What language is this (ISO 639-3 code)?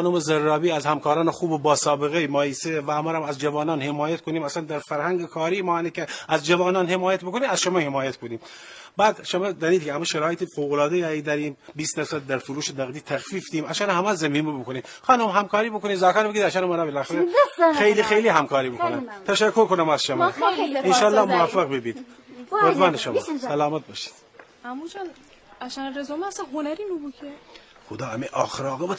glk